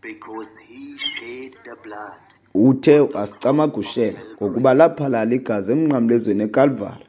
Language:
Xhosa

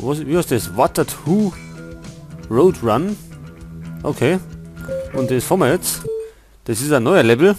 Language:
Bavarian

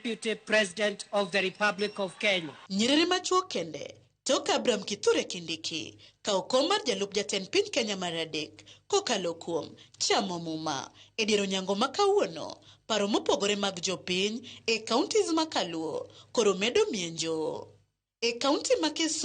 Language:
Luo (Kenya and Tanzania)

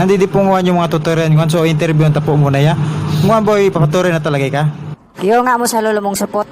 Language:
Bikol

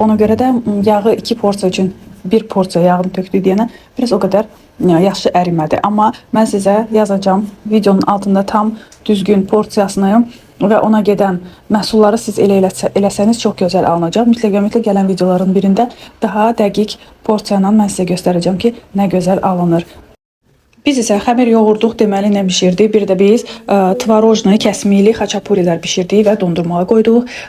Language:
Azerbaijani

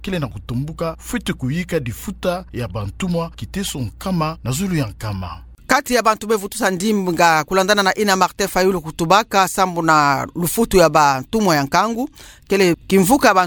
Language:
Kituba (Democratic Republic of Congo)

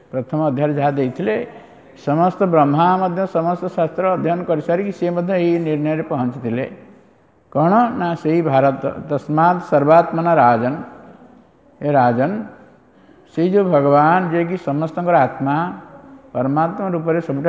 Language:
Odia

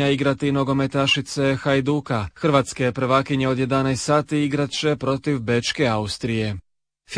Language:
Croatian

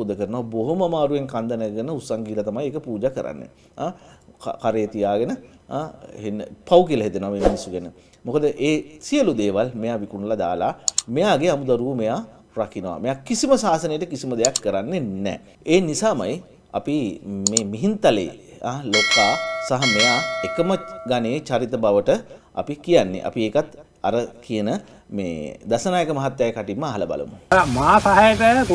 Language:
Sinhala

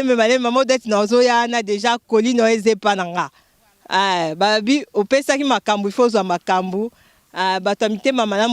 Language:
Lingala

